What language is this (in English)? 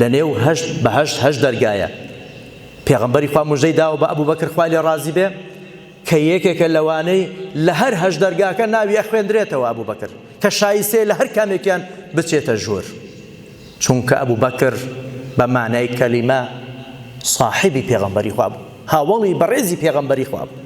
Central Kurdish